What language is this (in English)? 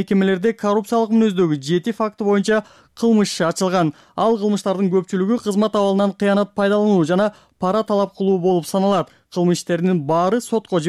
Kyrgyz